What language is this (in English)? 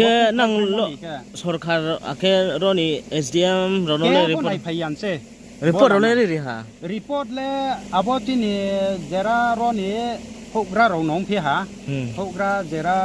Riang (India)